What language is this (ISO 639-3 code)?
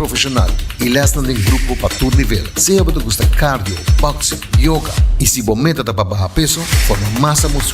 pap